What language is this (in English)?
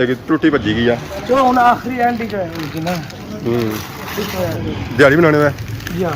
Pahari-Potwari